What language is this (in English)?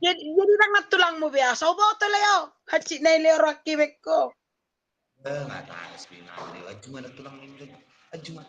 Batak Toba